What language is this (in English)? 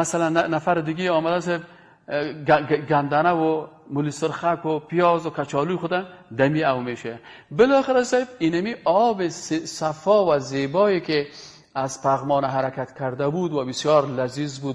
Persian